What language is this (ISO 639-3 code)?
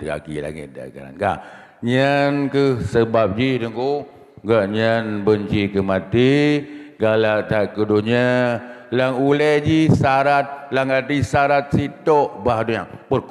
ace